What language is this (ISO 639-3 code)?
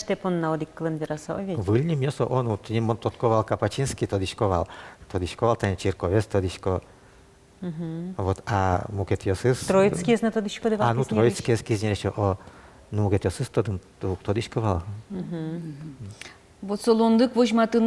udm